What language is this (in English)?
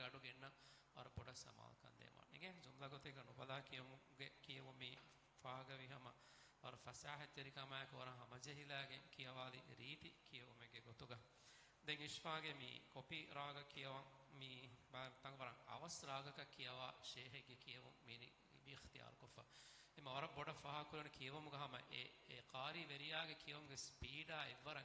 Divehi